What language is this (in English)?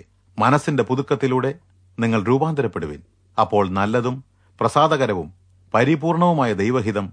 Malayalam